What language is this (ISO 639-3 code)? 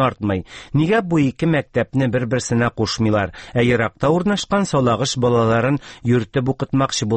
tat